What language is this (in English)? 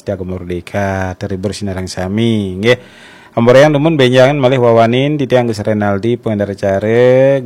Balinese